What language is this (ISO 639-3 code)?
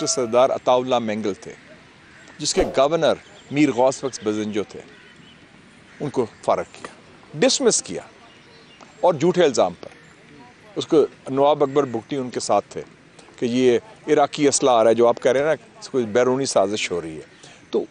urd